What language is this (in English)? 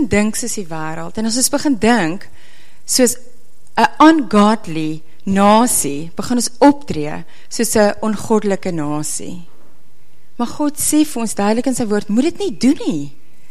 Afrikaans